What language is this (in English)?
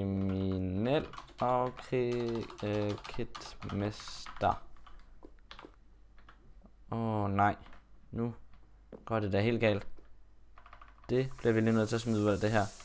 Danish